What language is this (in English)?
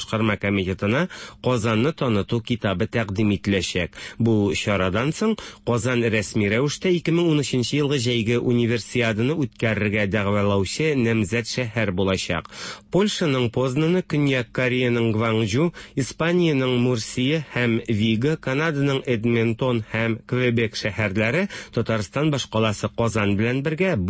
Tatar